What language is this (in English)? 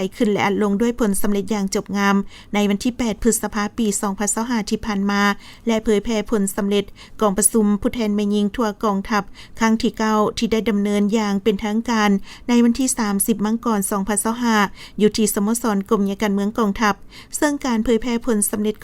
Lao